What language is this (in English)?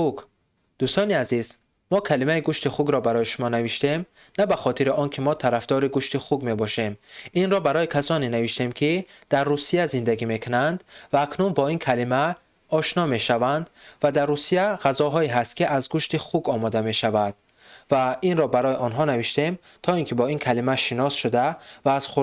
Tajik